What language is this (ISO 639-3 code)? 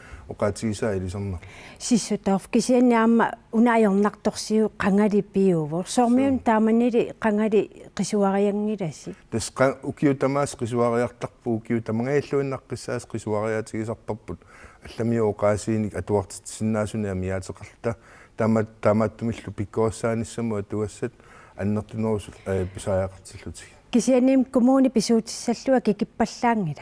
kal